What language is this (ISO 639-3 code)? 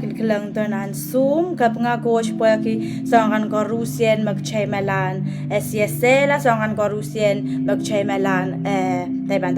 pon